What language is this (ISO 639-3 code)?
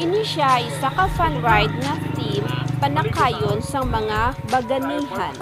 hil